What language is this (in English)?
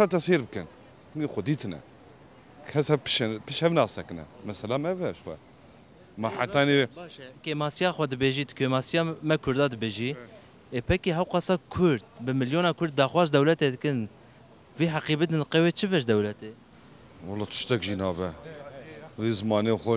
Kurdish